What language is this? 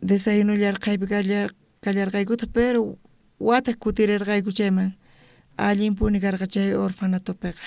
South Bolivian Quechua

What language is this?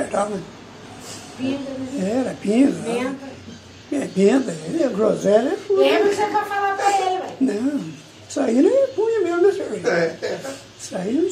Portuguese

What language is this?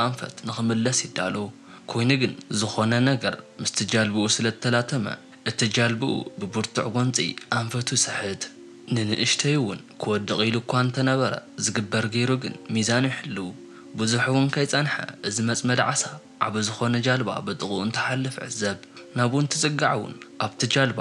Tigrinya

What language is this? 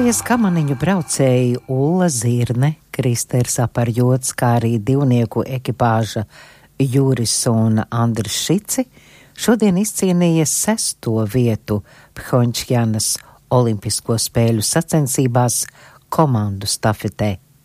Latvian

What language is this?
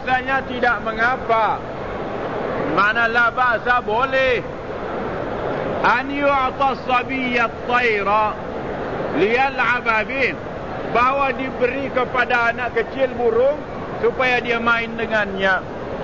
Malay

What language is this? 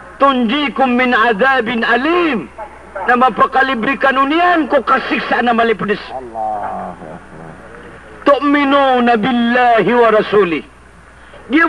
Maranao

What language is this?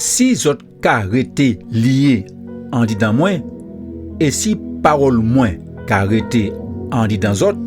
Guadeloupean Creole French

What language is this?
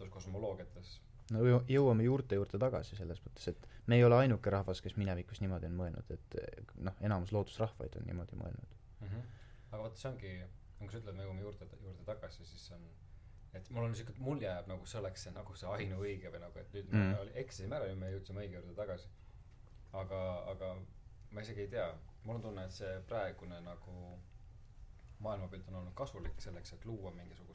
Estonian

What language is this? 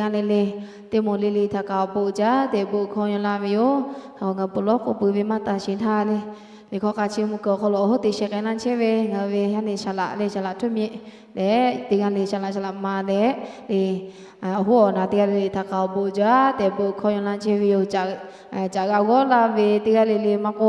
Lahu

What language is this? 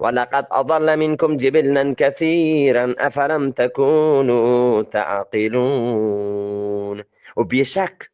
Eastern Balochi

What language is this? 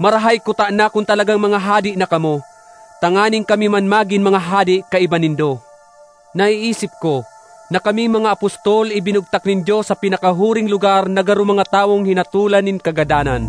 Bikol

